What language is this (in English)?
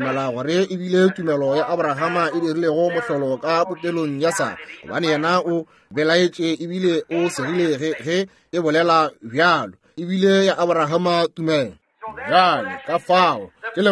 Northern Sotho